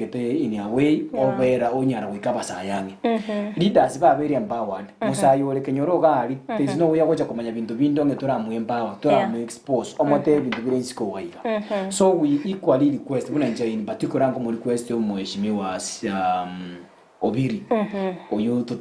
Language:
Gusii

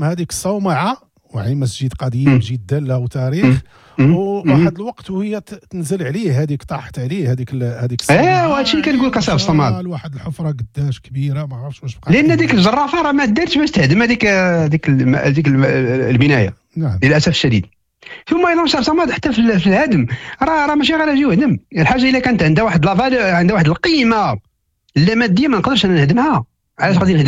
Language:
Moroccan Arabic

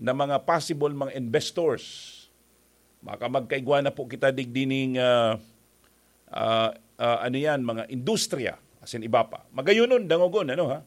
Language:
Bikol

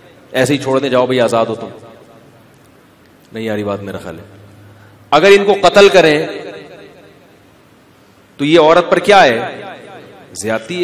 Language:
Urdu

